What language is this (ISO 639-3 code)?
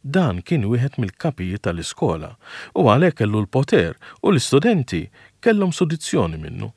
mlt